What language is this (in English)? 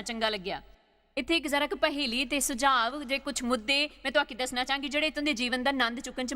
Dogri